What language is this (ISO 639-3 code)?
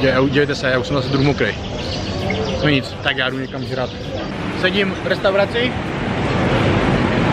ces